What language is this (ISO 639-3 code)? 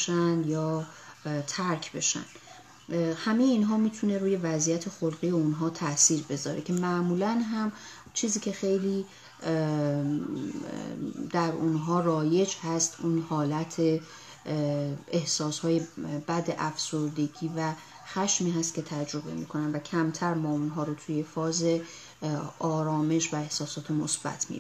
fas